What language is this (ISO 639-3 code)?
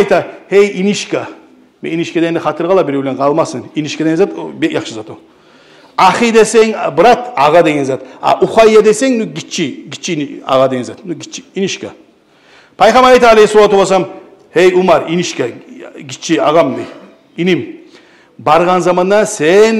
kum